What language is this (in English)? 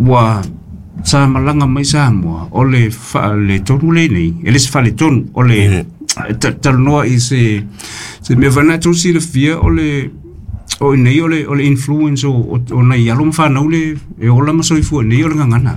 Samoan